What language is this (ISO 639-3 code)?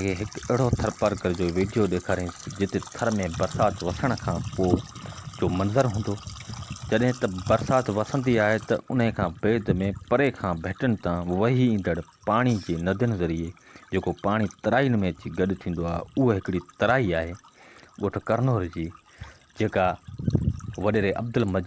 snd